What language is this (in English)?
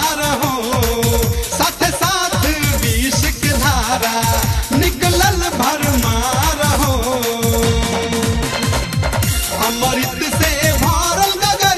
Bhojpuri